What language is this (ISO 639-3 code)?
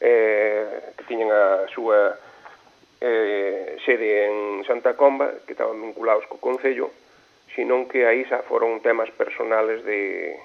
glg